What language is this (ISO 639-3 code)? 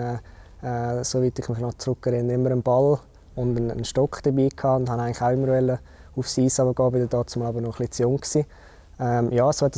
deu